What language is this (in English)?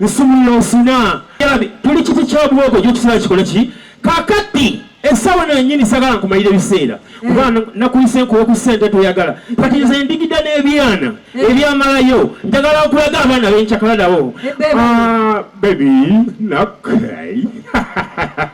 Ganda